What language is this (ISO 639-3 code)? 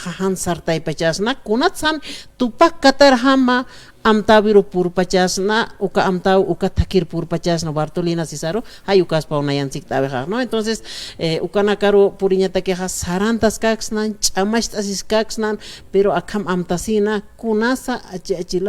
aym